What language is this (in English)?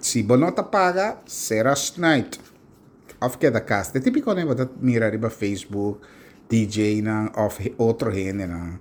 Papiamento